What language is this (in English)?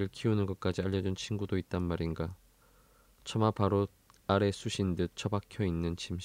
Korean